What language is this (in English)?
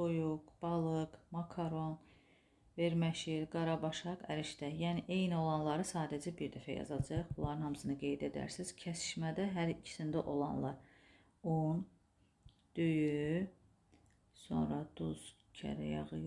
Azerbaijani